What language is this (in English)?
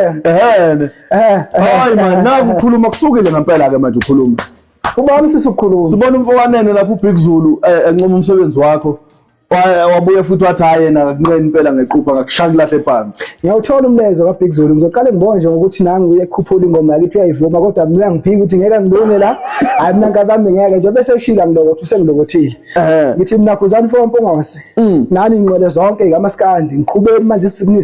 Zulu